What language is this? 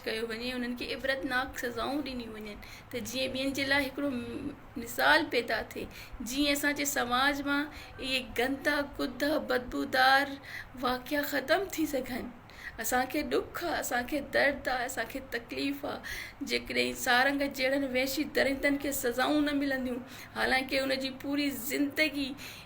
Sindhi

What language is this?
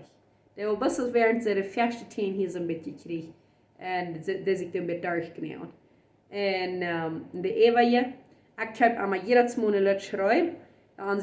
Plautdietsch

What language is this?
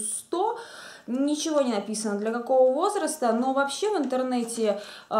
Russian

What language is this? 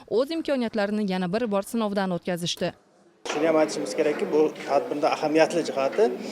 Uzbek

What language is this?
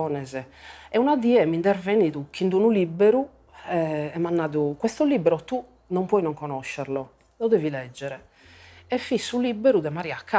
Sardinian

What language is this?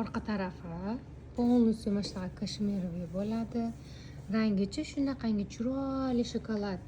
Uzbek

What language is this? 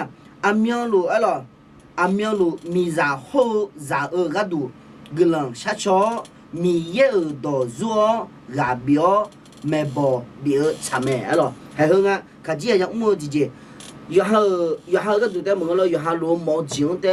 Akha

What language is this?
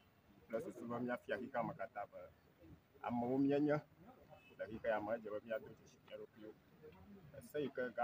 Ewe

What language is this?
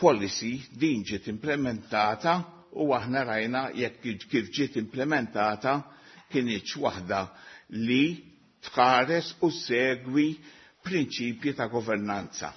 Maltese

